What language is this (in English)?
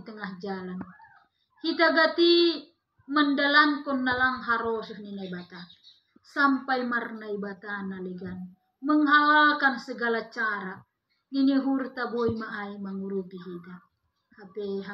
Batak Simalungun